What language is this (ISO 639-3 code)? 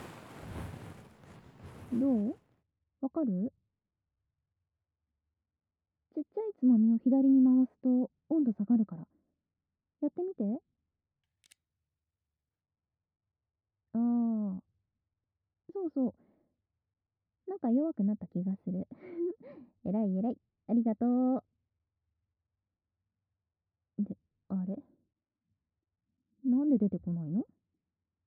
jpn